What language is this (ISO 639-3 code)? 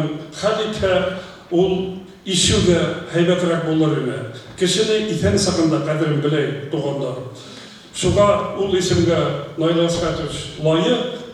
bak